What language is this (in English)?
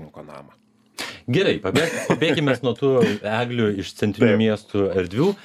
Lithuanian